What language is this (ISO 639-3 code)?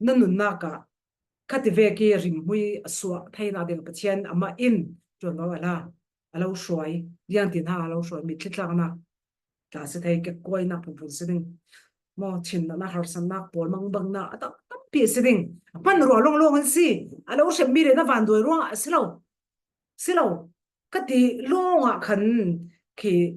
cfm